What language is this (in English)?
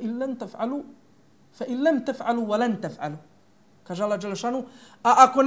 Bosnian